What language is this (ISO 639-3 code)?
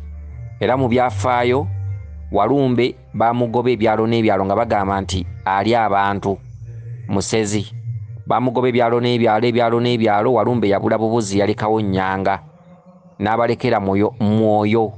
lug